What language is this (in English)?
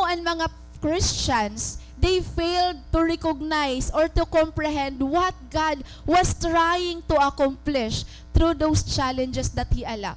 Waray